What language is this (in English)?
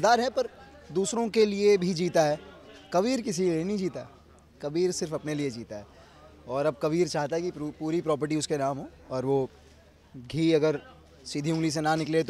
Hindi